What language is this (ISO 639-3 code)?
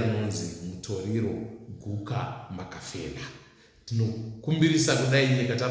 sna